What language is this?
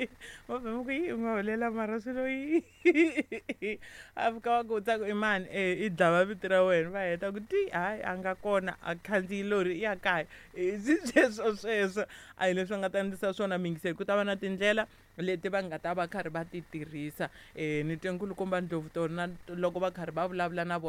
Tsonga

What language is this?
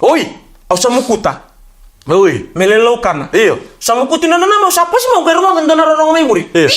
Fijian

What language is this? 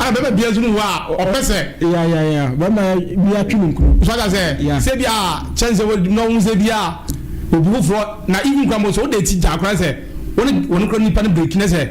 Akan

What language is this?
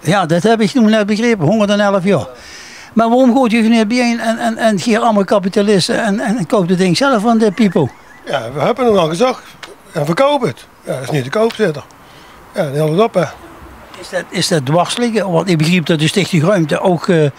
Limburgish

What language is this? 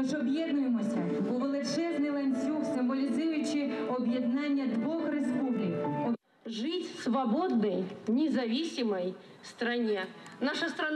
Crimean Tatar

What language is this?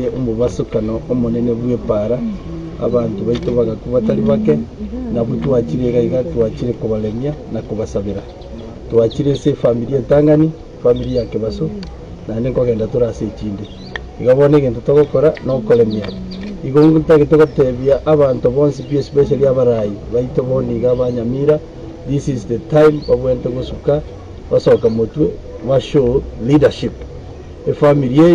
Gusii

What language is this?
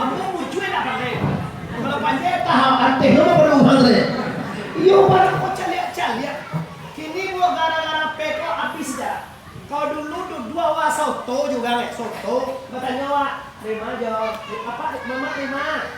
Minangkabau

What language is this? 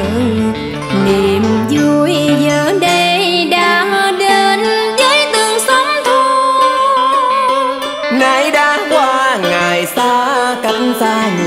Vietnamese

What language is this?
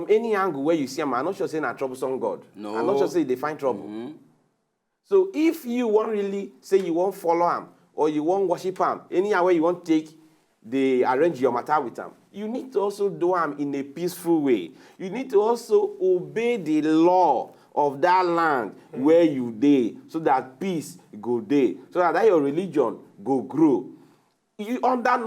Nigerian Pidgin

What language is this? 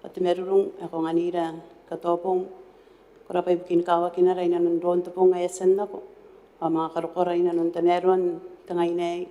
Gilbertese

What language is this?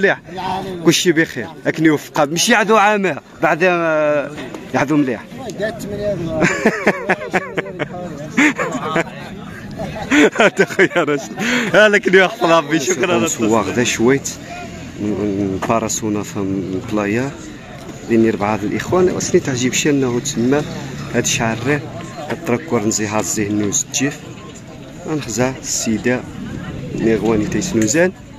Moroccan Arabic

